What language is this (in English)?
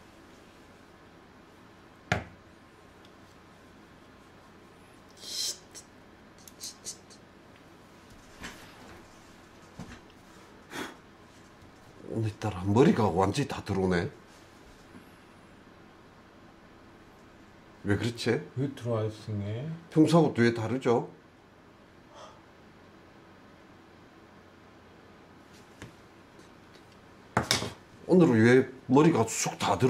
Korean